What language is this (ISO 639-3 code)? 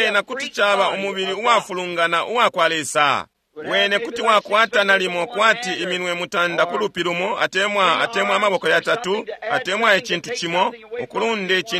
bem